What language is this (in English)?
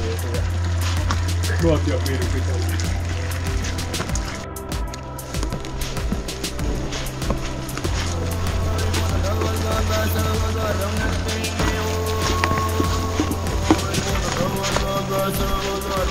Finnish